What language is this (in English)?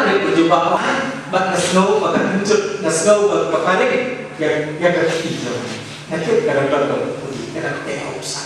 Khasi